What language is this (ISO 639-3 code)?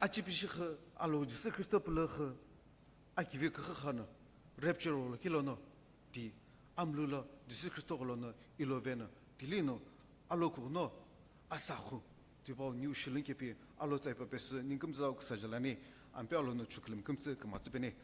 nsm